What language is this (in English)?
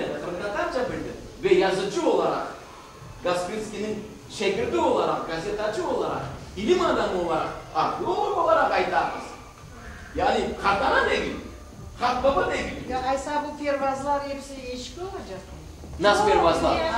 Crimean Tatar